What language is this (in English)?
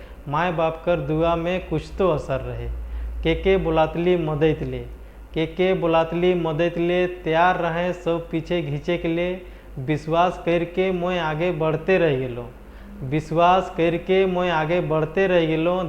Sadri